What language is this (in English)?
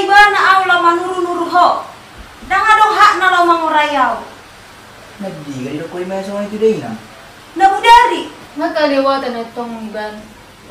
Batak Toba